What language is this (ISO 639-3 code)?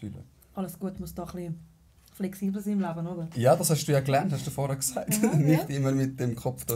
gsw